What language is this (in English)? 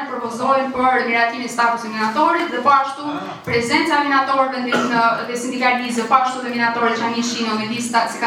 Albanian